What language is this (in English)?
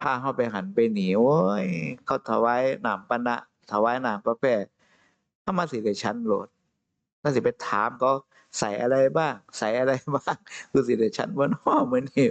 Northeastern Thai